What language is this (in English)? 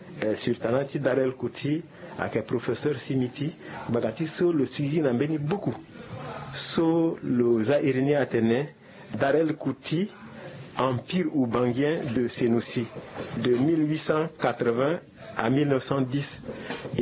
Sango